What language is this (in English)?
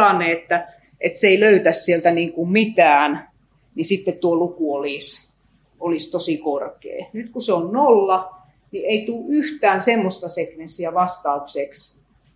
Finnish